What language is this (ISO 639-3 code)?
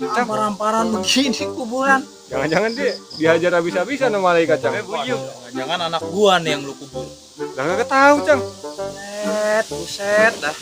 bew